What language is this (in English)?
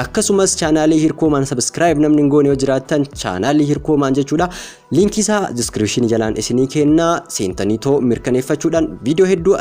Oromo